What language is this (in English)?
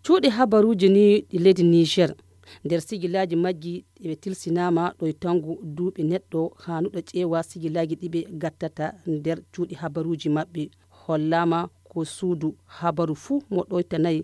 Nigerian Fulfulde